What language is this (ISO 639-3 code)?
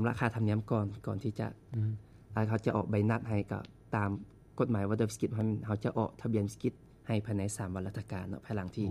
lao